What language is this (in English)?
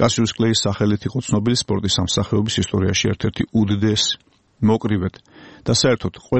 Georgian